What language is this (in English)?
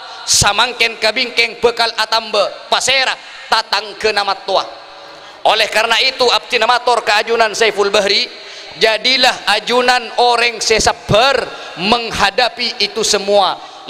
Madurese